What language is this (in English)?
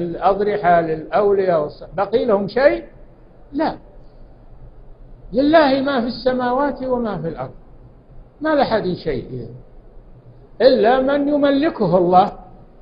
Arabic